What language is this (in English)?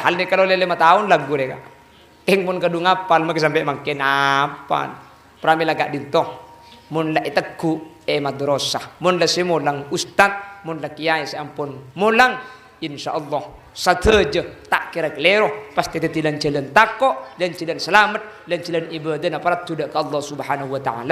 Madurese